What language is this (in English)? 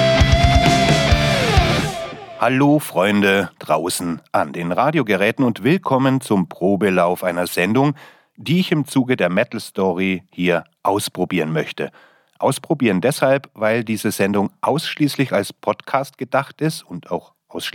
German